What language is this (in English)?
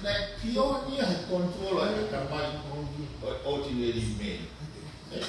Tongan